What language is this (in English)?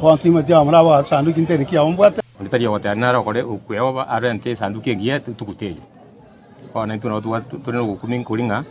Gusii